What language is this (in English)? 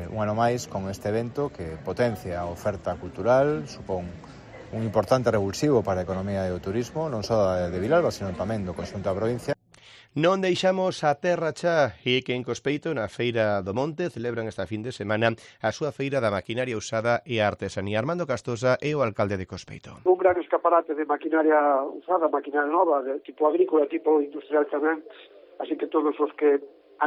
Galician